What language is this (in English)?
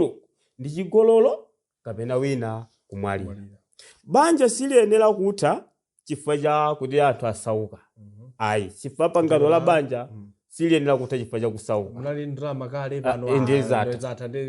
Nyanja